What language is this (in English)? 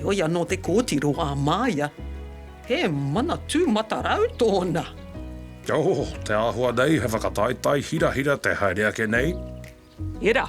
Māori